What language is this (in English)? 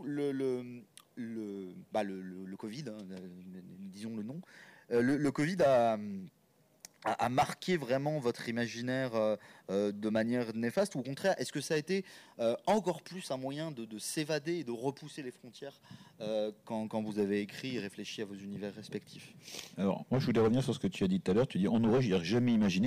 French